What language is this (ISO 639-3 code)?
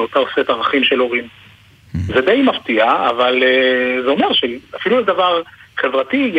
heb